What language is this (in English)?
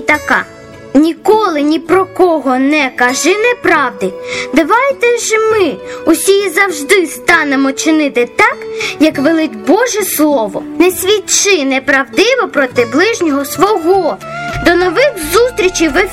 Ukrainian